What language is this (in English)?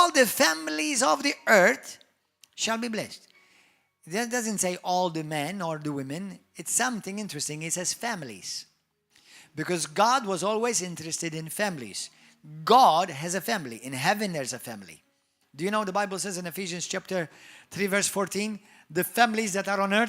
English